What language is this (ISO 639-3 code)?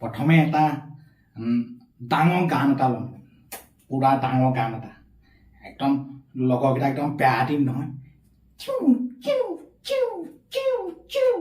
asm